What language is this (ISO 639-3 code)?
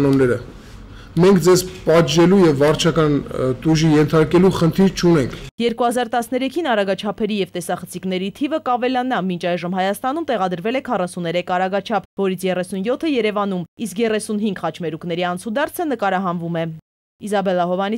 hye